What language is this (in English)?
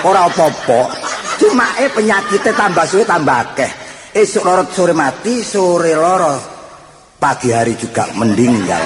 Javanese